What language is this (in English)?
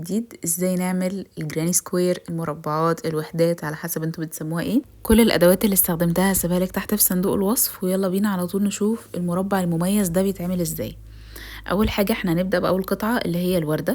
Egyptian Arabic